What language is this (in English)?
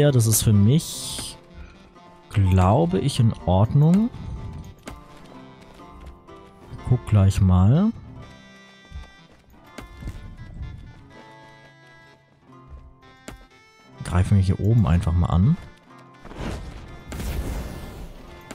German